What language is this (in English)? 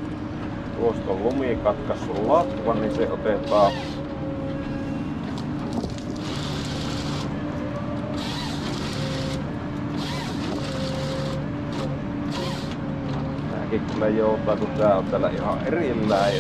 Finnish